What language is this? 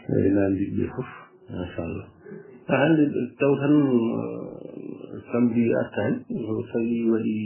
Fula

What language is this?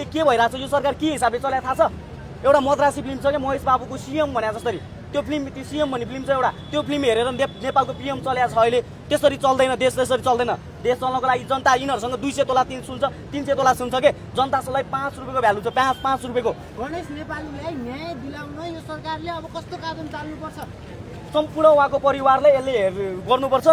Nepali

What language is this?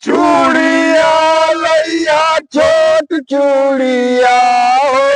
Magahi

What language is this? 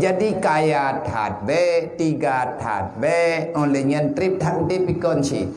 Achinese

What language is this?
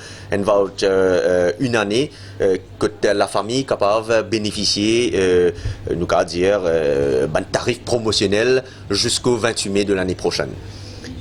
Morisyen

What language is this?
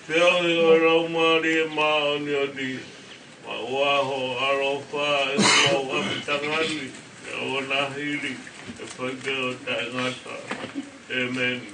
Tongan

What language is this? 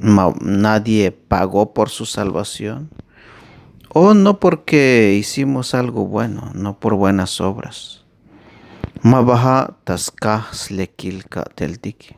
Tzeltal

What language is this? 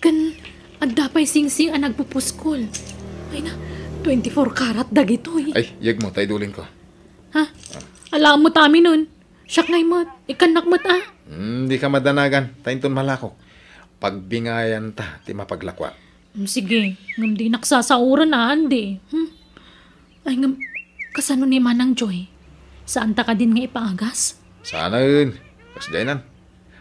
Iloko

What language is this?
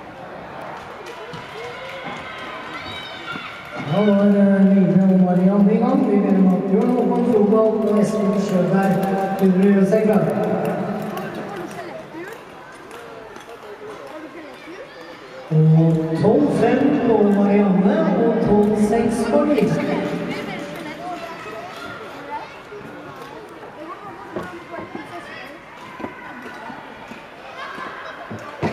Norwegian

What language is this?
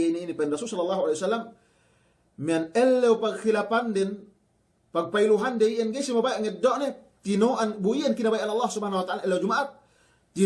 Yakan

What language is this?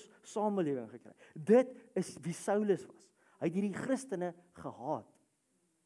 Afrikaans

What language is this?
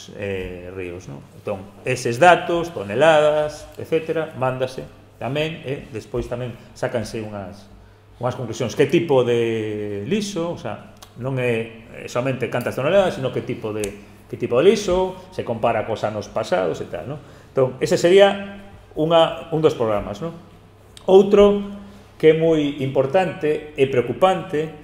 Galician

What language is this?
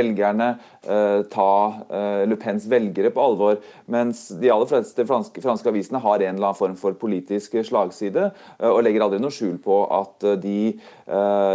Norwegian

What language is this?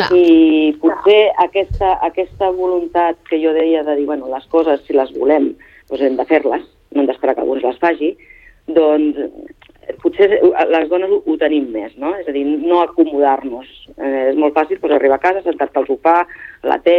Catalan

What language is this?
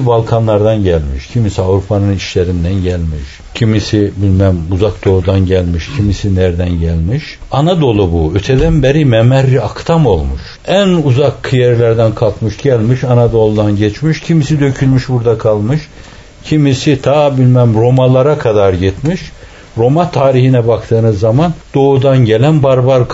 Turkish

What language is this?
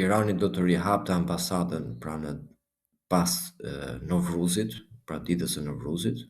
Albanian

